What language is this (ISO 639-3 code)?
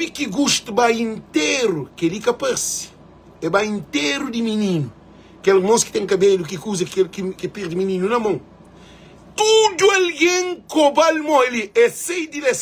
kea